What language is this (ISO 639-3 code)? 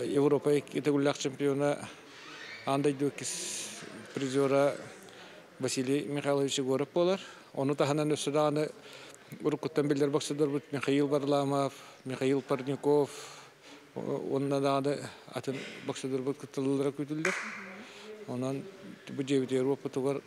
sah